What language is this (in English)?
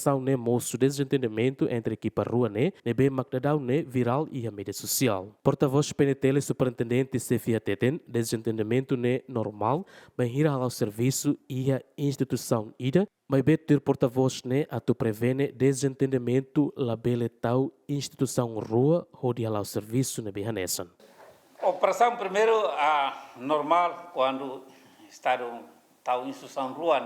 Tetum